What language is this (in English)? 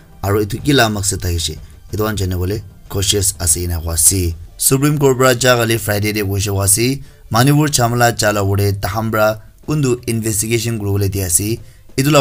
Naga Pidgin